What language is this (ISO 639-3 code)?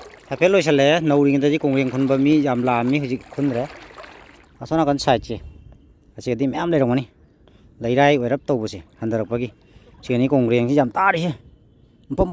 mni